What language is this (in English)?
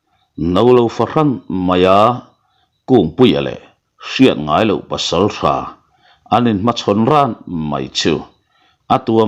Mizo